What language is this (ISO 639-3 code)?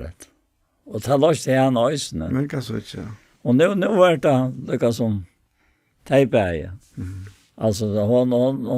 fao